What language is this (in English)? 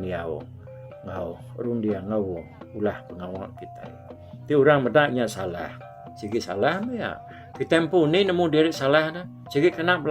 Iban